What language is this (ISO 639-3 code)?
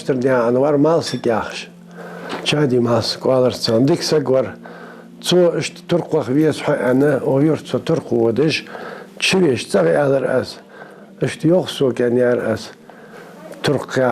inh